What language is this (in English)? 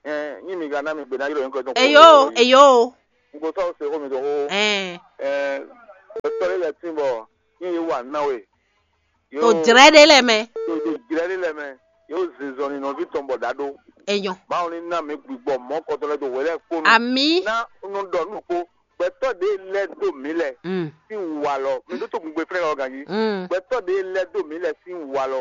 Fon